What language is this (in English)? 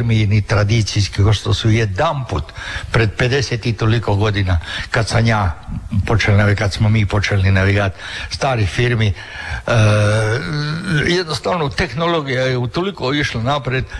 Croatian